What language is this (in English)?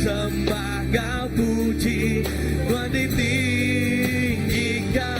Iban